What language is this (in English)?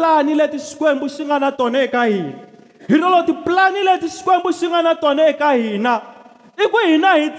Tsonga